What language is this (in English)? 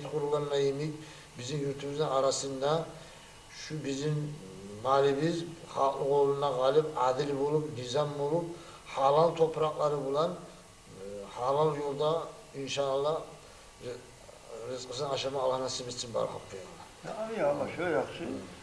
Kumyk